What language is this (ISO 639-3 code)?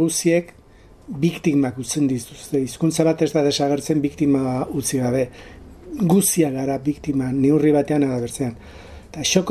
eus